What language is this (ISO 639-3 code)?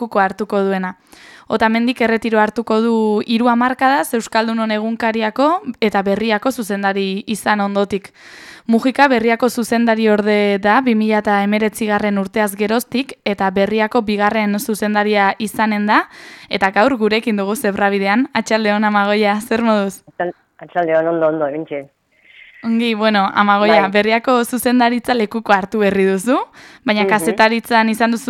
eus